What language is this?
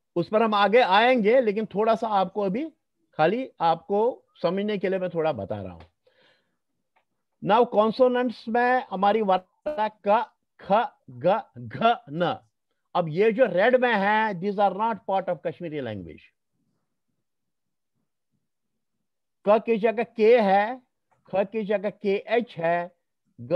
Hindi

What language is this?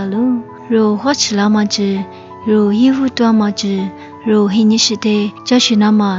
Lisu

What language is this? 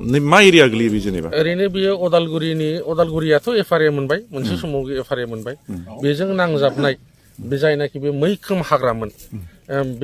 Bodo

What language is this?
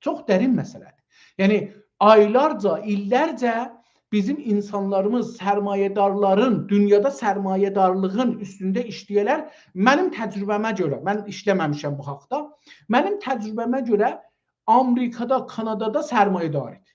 South Azerbaijani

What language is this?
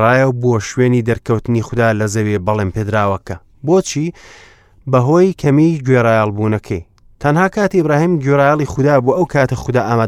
Central Kurdish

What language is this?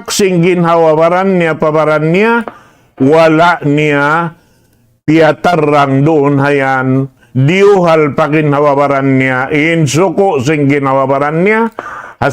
Tausug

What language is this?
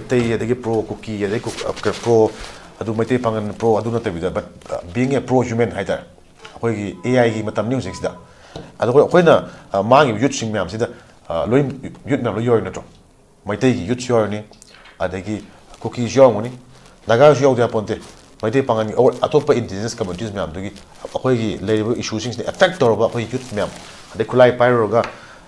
Manipuri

